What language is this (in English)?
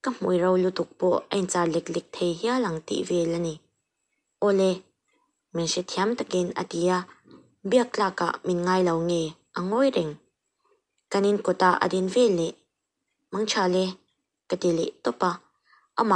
Mizo